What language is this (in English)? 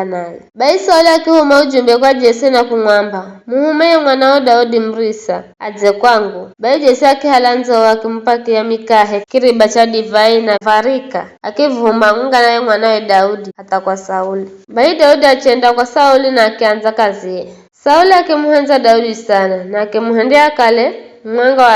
Giryama